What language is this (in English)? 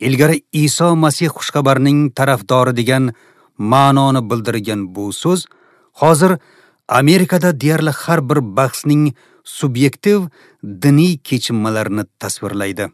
Uzbek